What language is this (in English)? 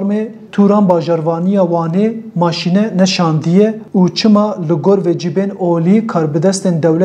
Kurdish